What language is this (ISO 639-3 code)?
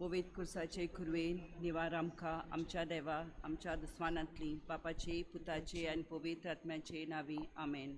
kok